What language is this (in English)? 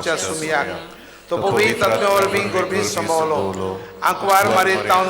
Konkani